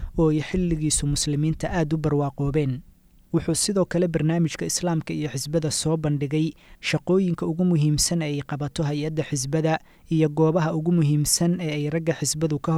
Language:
Somali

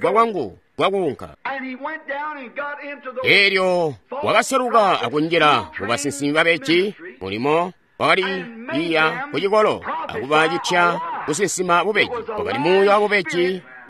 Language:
Tonga (Zambia)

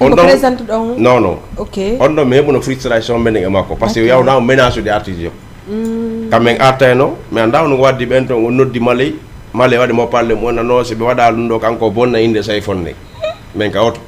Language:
Fula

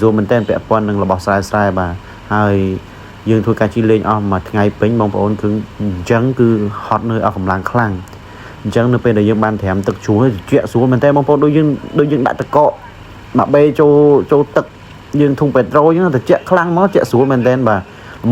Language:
Khmer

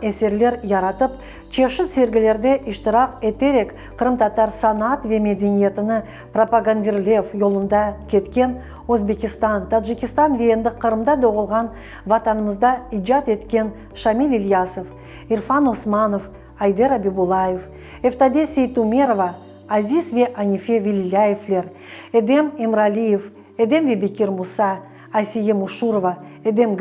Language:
Crimean Tatar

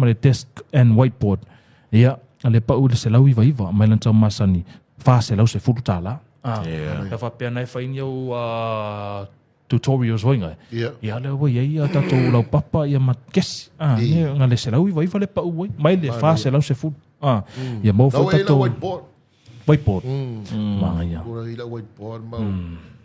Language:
Samoan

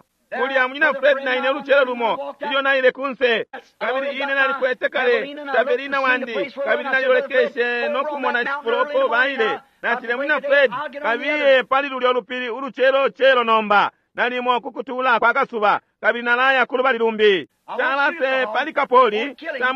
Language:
Bemba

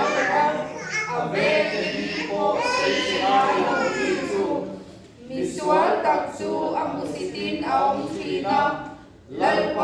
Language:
Mizo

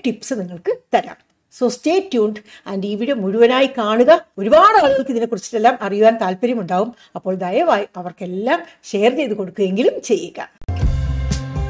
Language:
Malayalam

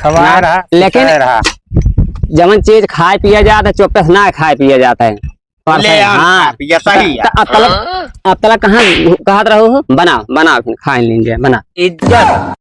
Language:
Awadhi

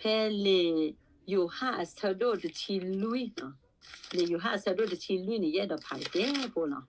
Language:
S'gaw Karen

